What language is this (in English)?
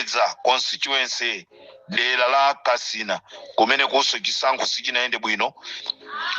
Nyanja